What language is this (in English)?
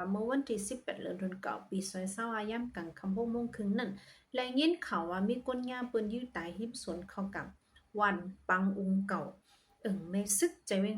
Shan